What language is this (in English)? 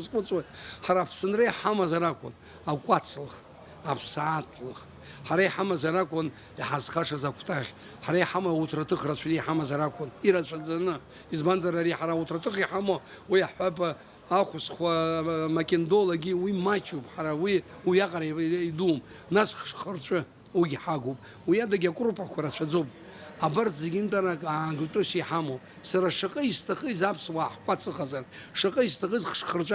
Abkhazian